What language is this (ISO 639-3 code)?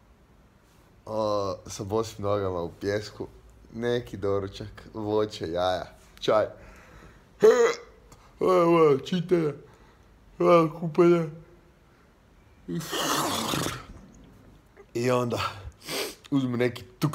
hrv